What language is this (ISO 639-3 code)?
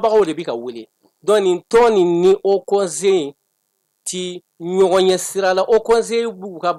bam